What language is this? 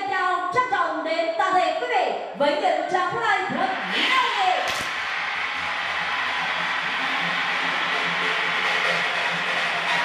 Vietnamese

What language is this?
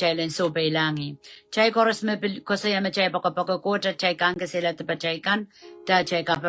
Pohnpeian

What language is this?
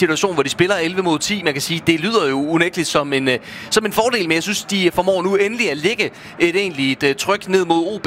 Danish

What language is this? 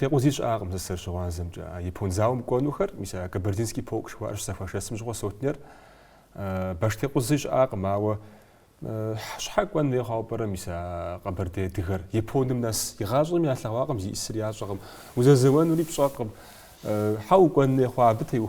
Kabardian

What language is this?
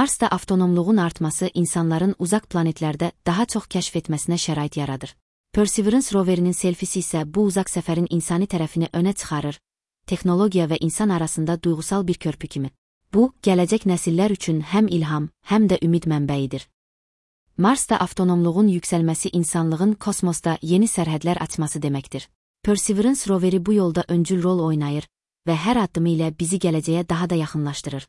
Azerbaijani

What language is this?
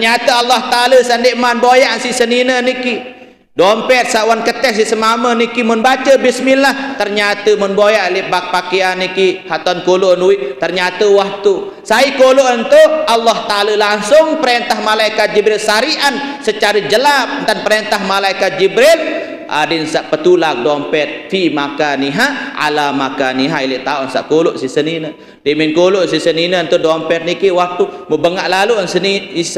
Sasak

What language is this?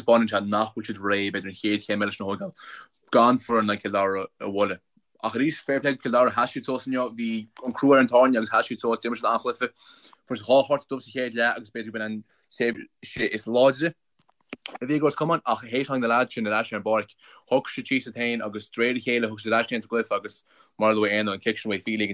Irish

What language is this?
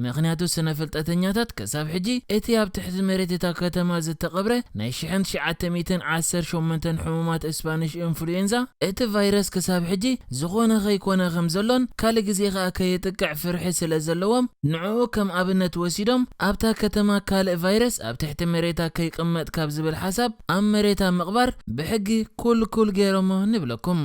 Tigrinya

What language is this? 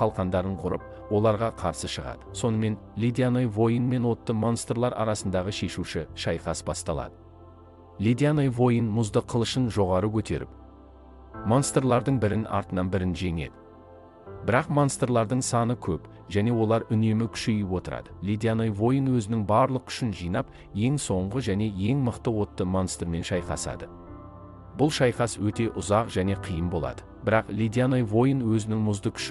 Kazakh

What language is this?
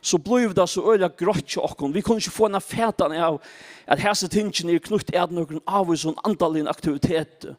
Faroese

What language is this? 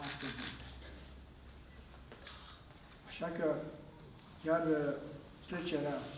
Romanian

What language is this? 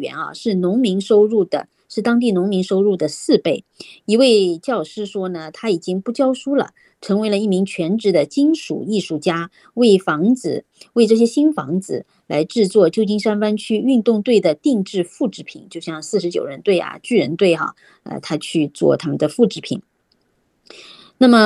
Chinese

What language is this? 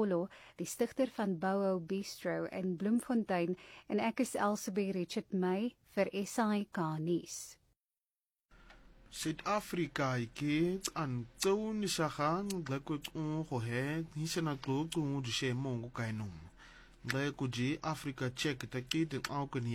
Afrikaans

